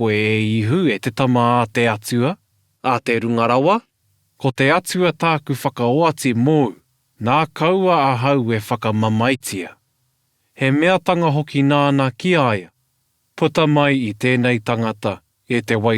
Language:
Māori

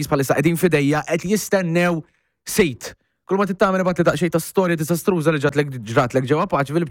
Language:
Maltese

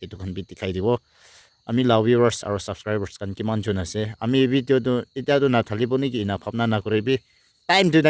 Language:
Naga Pidgin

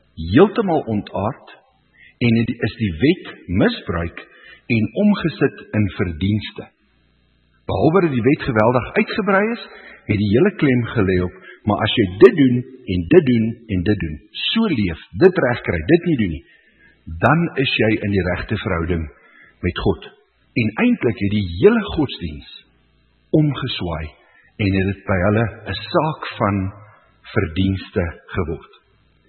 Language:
Afrikaans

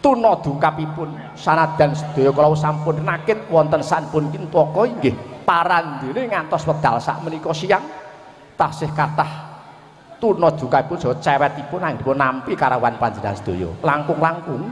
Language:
Javanese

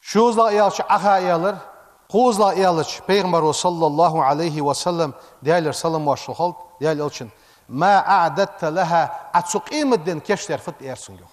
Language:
Ingush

